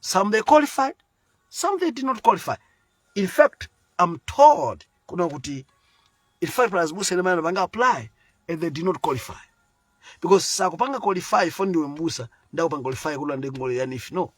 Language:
Nyanja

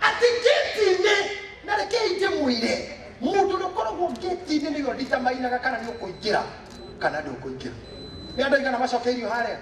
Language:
Kikuyu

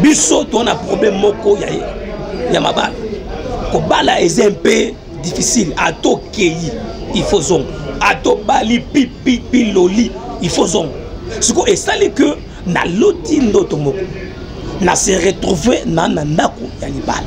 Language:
Lingala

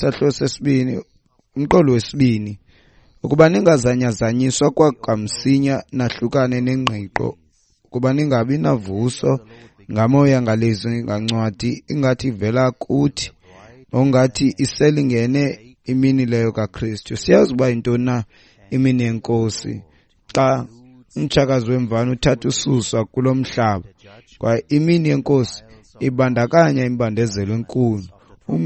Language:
Xhosa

